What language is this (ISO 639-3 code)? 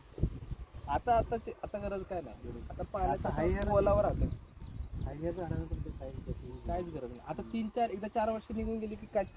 mar